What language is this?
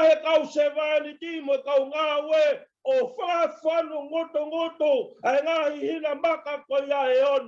Tongan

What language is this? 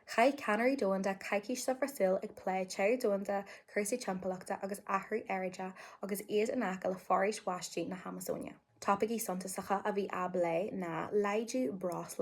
Irish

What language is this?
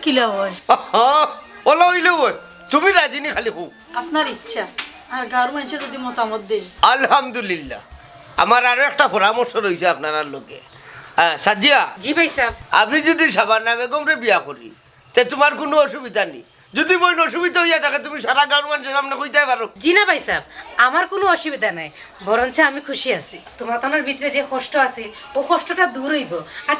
Sylheti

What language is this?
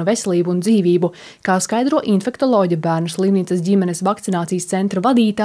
Latvian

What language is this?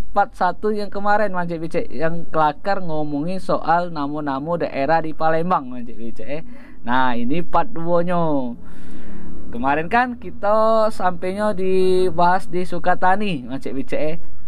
Musi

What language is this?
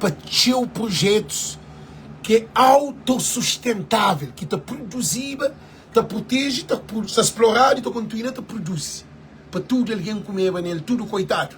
Kabuverdianu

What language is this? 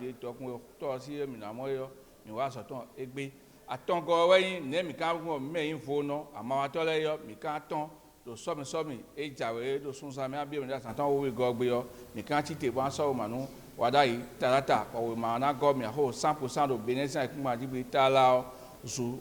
Fon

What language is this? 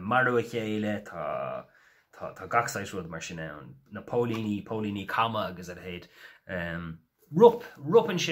Irish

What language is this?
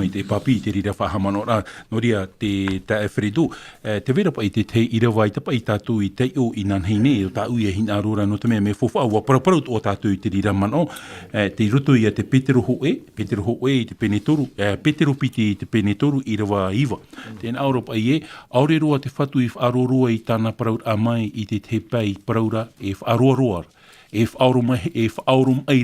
Tahitian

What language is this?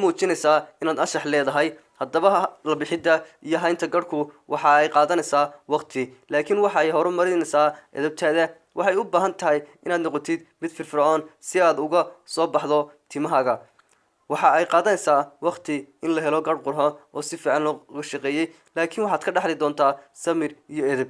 Somali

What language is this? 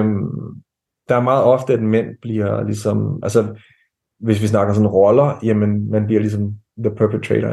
Danish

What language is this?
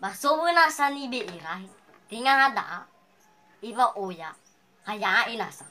Nias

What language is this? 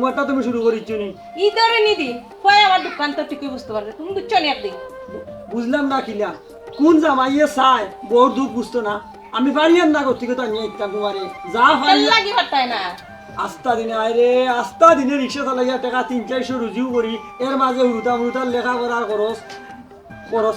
Sylheti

